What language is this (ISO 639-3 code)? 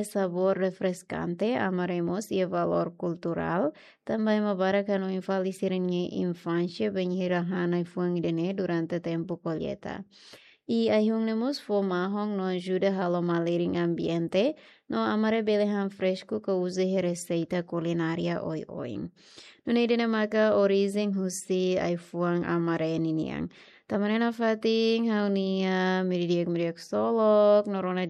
tet